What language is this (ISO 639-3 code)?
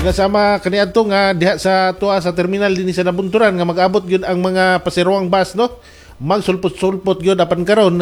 ceb